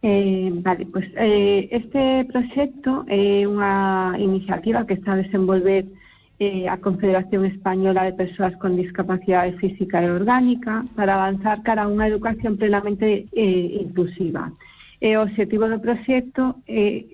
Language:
Galician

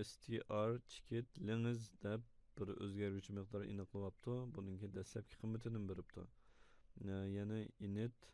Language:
Uyghur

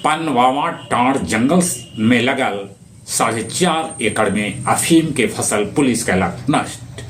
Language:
Magahi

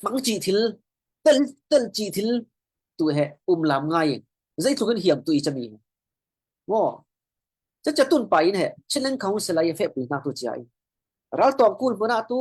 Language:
Falam Chin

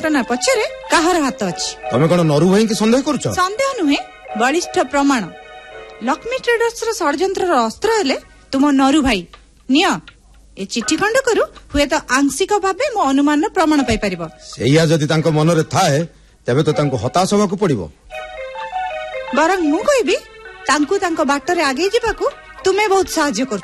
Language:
Odia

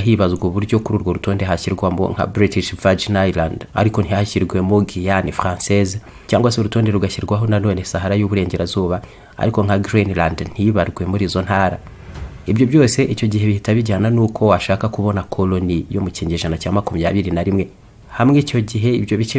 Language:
Kinyarwanda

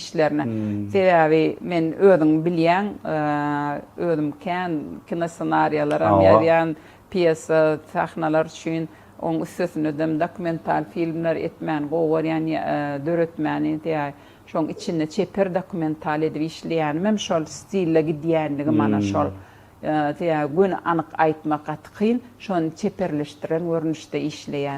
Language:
Turkmen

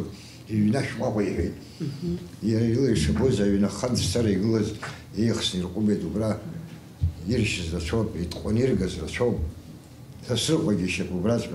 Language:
Abkhazian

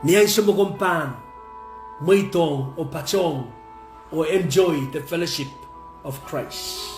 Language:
Pohnpeian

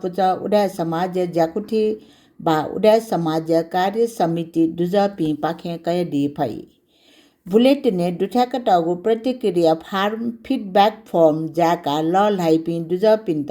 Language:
Newari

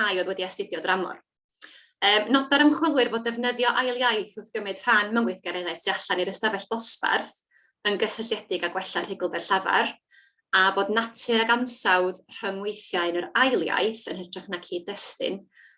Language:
Welsh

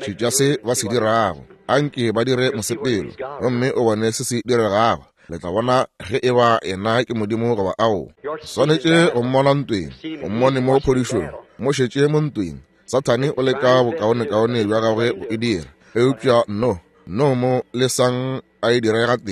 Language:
Northern Sotho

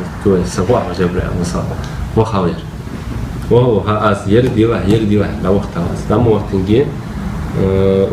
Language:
Ingush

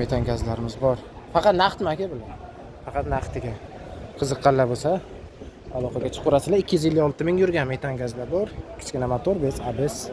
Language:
Uzbek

